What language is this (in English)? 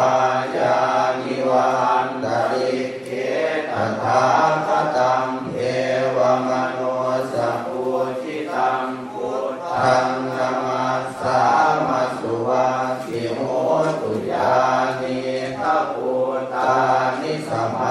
Pali